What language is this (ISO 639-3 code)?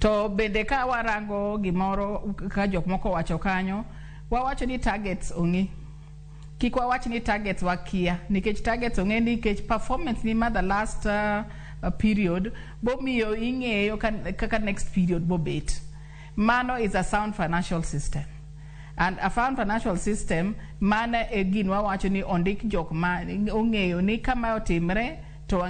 luo